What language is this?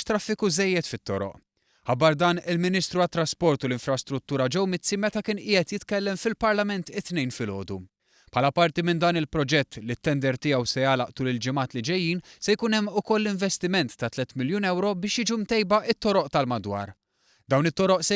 Maltese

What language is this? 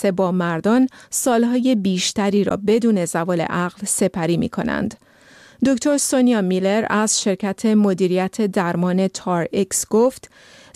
Persian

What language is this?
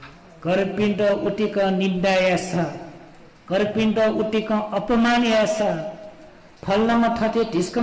Newari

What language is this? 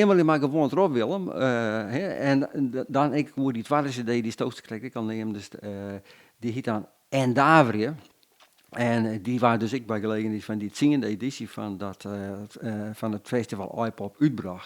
Western Frisian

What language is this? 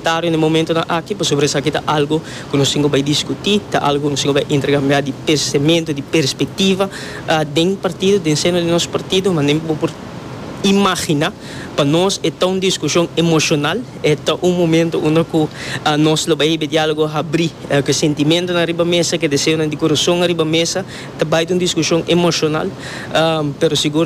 Papiamento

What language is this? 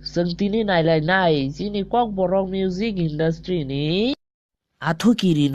Kok Borok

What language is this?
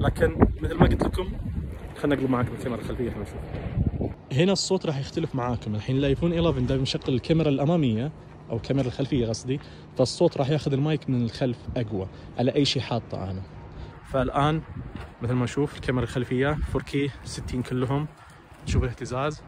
Najdi Arabic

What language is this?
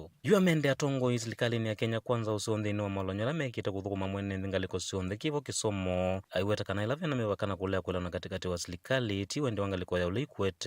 Kamba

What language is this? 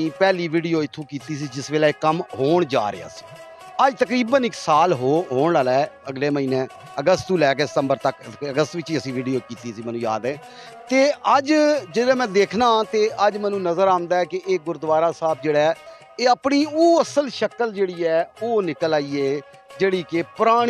Punjabi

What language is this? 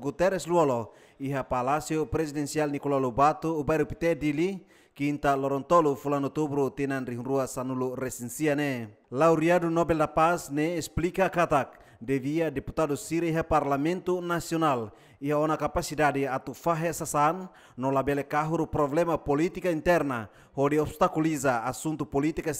Tetum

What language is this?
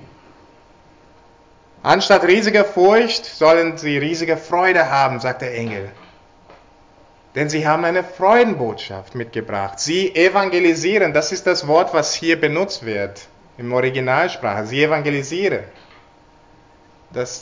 German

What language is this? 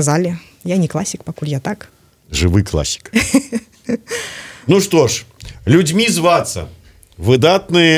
Belarusian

